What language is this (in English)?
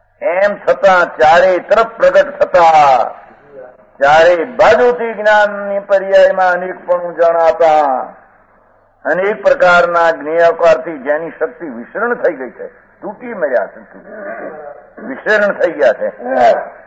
Gujarati